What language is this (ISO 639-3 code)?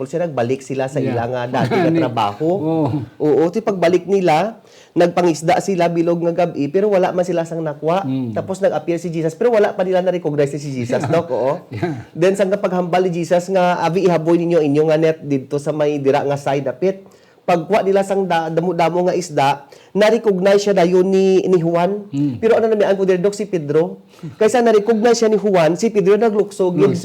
hil